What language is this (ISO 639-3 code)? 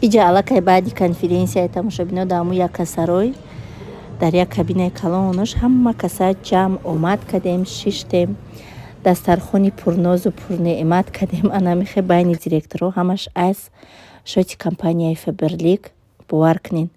tgk